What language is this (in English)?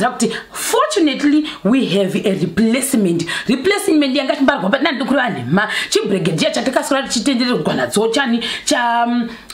Shona